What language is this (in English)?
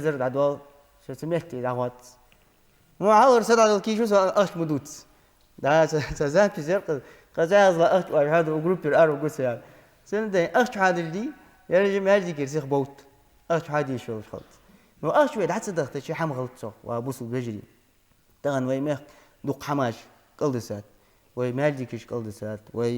Ingush